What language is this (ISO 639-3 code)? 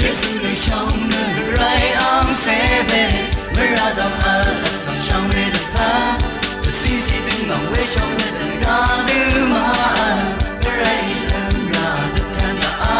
raw